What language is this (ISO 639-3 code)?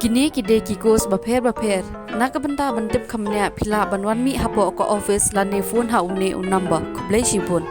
kha